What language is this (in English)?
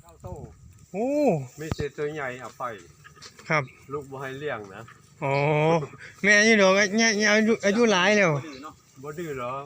Northeastern Thai